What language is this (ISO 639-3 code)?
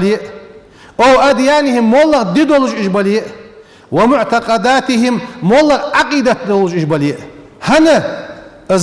inh